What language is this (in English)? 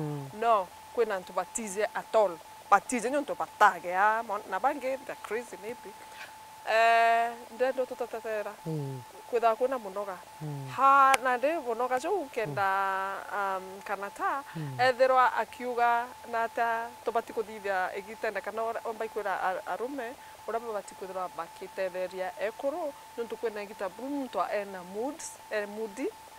Meru